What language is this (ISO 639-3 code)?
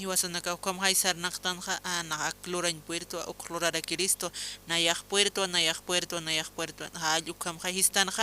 aym